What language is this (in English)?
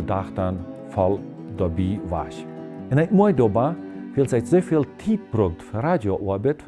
Plautdietsch